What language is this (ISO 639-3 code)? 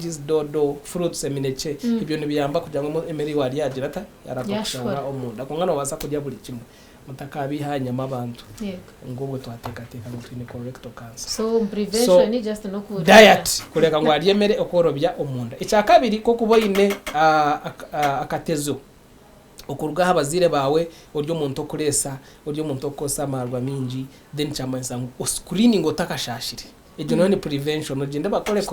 nyn